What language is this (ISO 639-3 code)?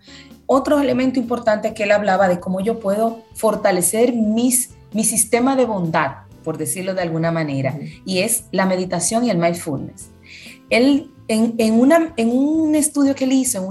spa